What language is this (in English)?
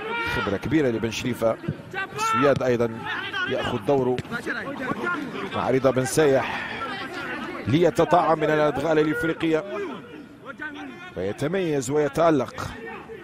Arabic